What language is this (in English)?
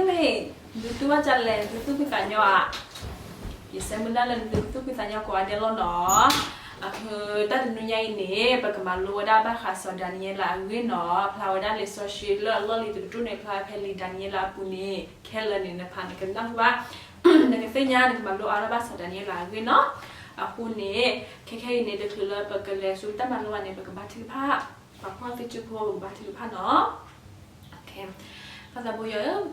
S'gaw Karen